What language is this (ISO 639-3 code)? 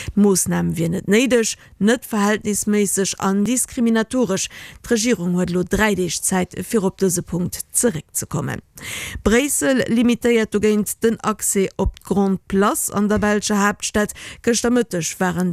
ltz